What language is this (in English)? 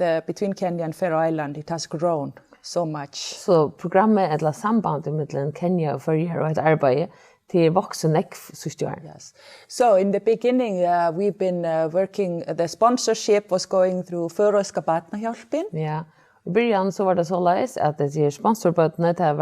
Faroese